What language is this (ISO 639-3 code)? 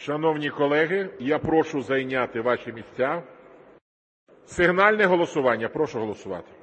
ukr